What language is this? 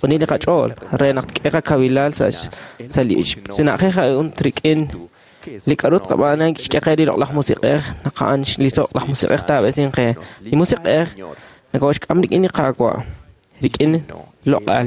Kekchí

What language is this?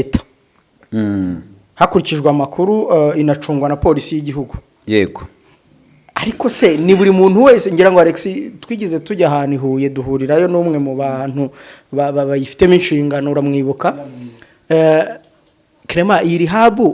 Kinyarwanda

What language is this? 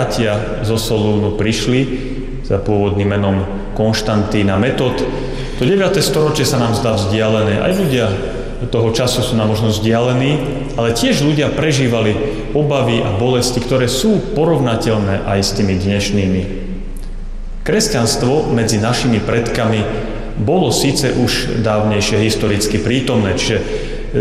Slovak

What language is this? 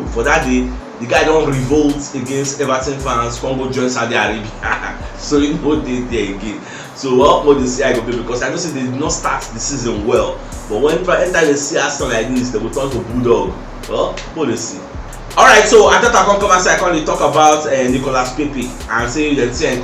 Nigerian Pidgin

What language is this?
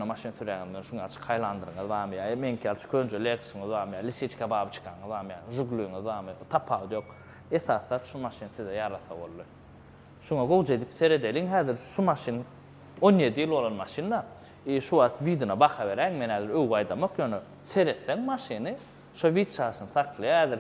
Turkmen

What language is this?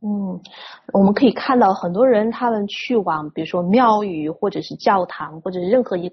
Chinese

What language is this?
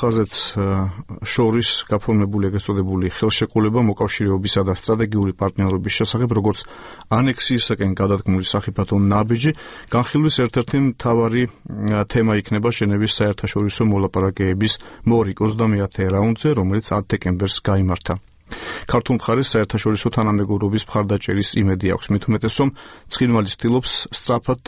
Georgian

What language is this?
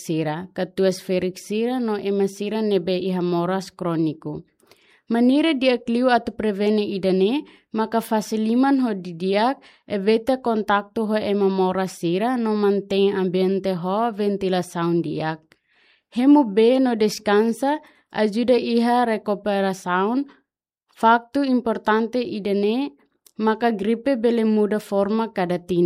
Tetum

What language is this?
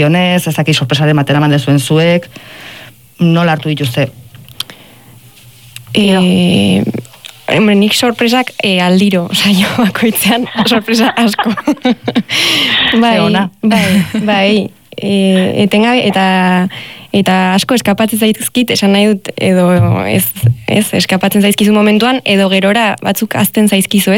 Basque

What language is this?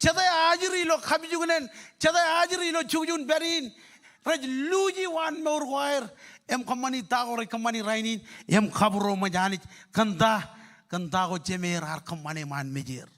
Marshallese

